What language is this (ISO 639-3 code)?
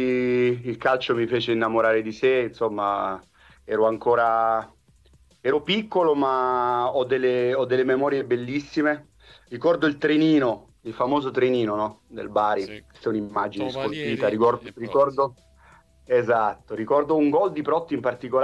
ita